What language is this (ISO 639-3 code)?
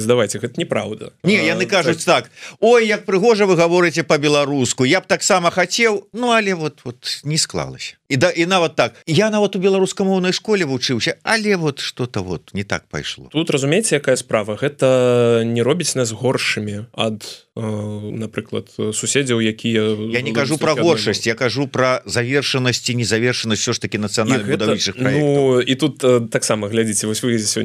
bel